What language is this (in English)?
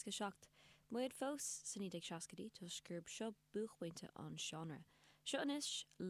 Irish